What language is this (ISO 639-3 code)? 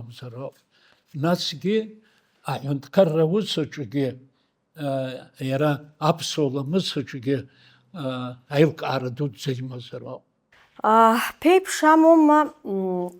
abk